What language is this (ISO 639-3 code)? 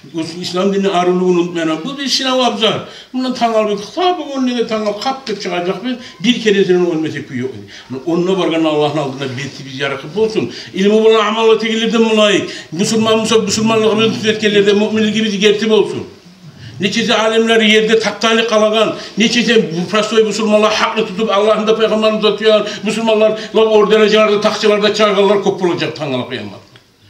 kum